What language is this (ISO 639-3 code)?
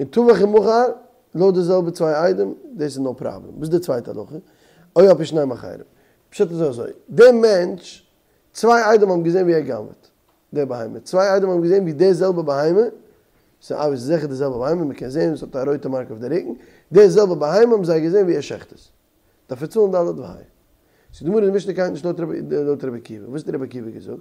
yid